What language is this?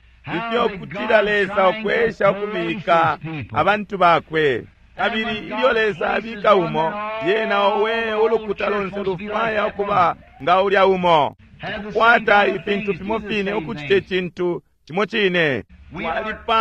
Bemba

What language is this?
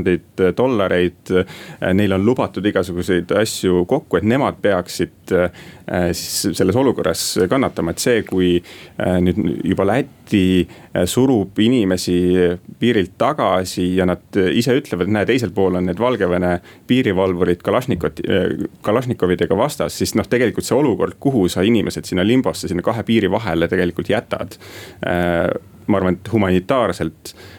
Estonian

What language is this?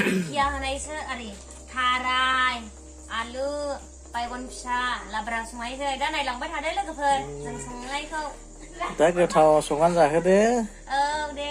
Bodo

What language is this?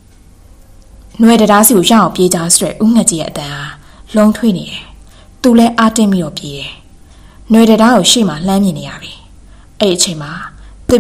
Burmese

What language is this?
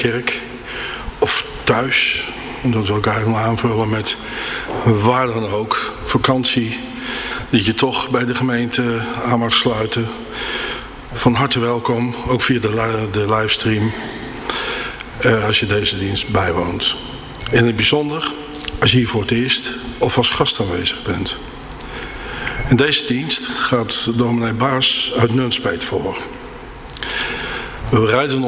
Dutch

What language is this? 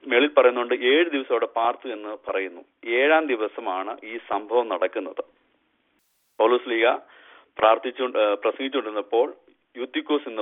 Malayalam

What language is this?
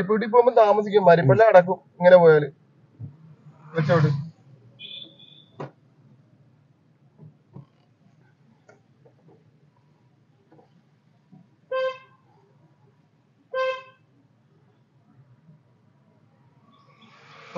Malayalam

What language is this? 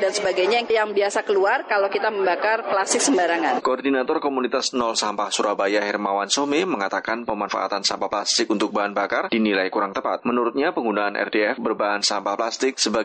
Indonesian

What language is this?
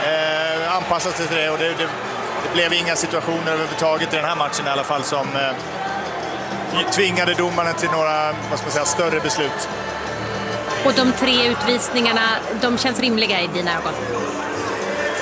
Swedish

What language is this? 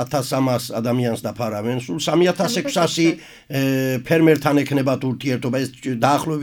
Georgian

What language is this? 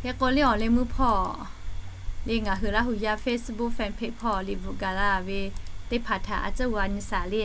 Lahu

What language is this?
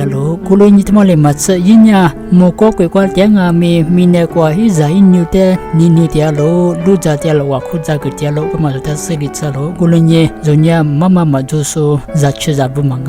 Lisu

